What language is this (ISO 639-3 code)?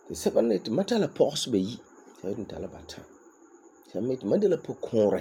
gur